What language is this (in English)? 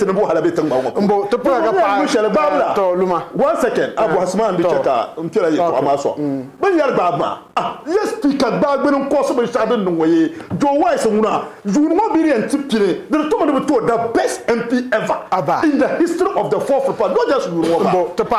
Dagbani